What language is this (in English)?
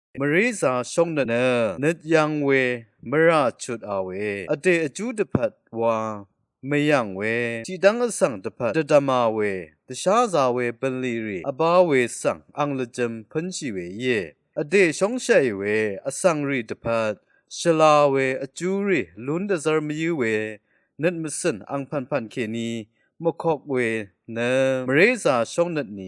Rawang